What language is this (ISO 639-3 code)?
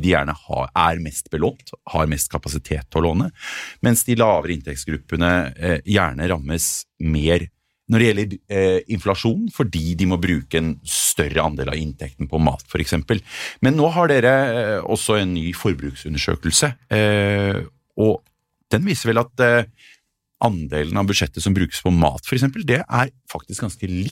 nor